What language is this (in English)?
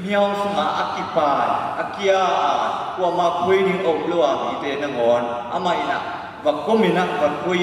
Tedim Chin